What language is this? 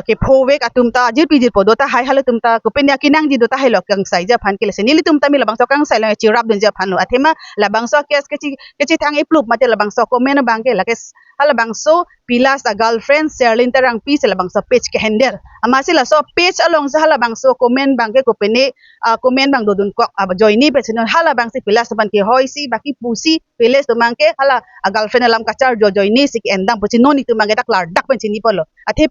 Karbi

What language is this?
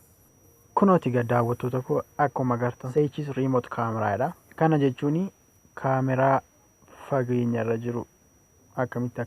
Oromo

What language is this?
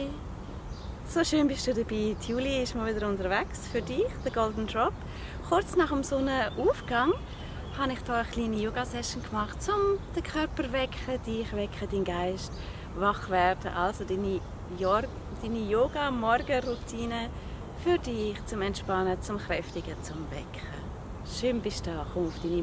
Swiss German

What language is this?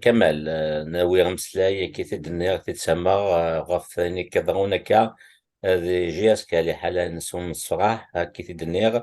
Kabyle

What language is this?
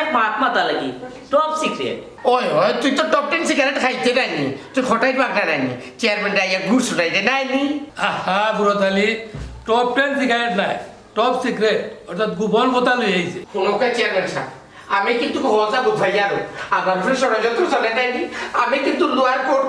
Sylheti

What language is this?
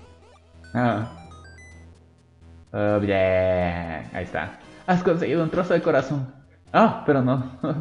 Spanish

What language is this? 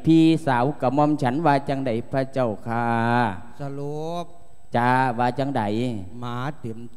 Lao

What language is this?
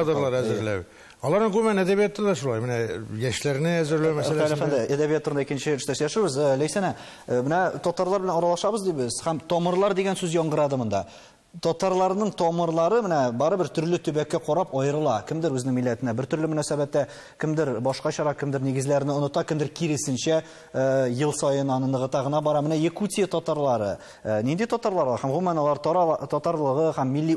Tatar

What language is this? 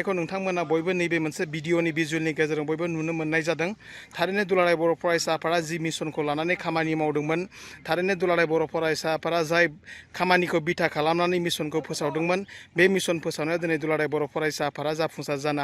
Bodo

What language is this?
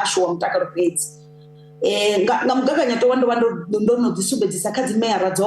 Venda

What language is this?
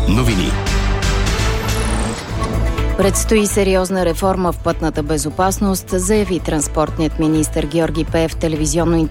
Bulgarian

